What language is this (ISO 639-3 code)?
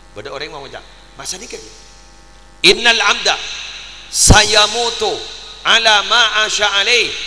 mad